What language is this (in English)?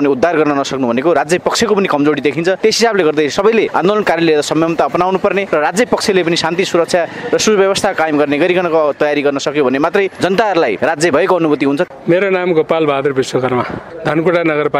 Nepali